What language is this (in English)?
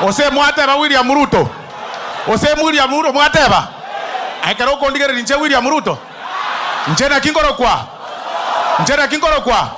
Gusii